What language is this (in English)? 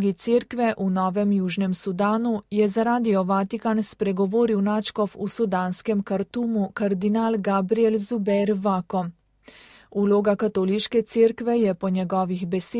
Slovenian